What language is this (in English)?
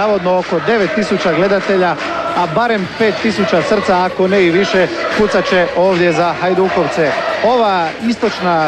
Croatian